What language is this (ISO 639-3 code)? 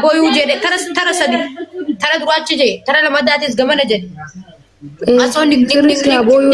orm